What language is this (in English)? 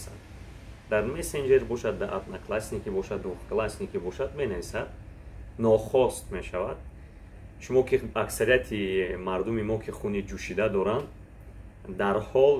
Tajik